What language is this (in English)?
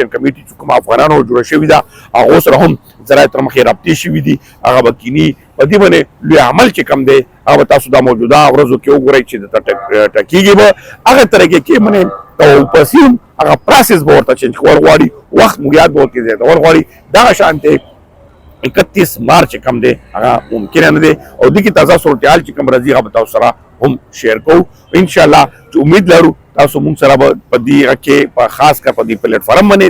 Pashto